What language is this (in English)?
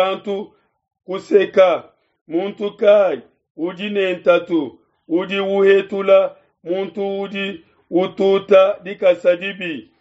Luba-Lulua